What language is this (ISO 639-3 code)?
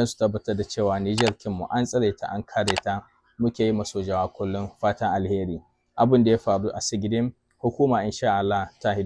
hau